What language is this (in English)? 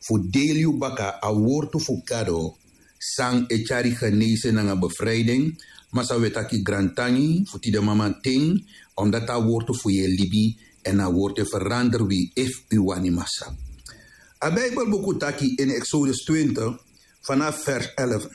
Sranan Tongo